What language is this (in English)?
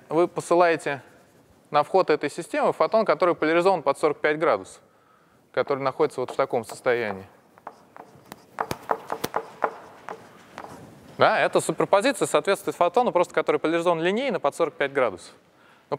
Russian